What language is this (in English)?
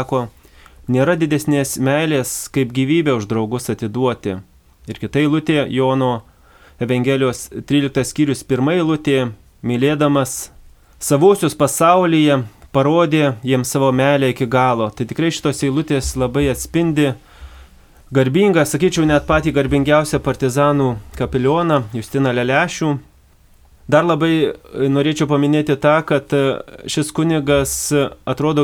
Lithuanian